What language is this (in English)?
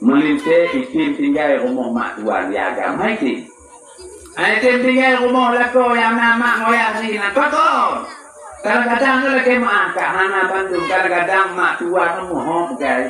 Achinese